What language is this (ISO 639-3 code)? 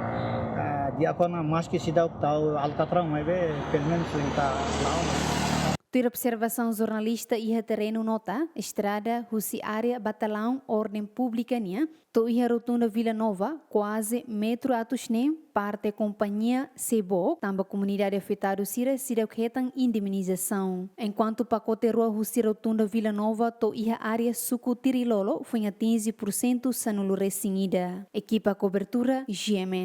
tet